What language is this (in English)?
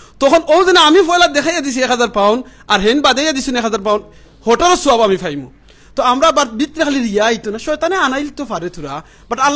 Sylheti